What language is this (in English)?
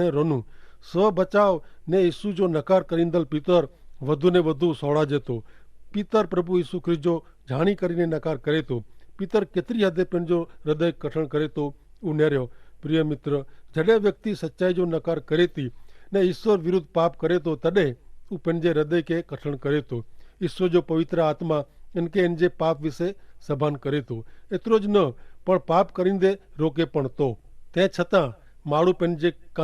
Kachhi